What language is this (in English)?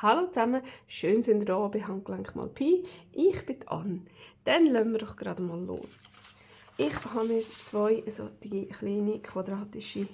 Swiss German